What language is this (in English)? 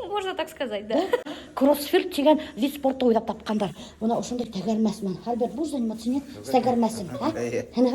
Bashkir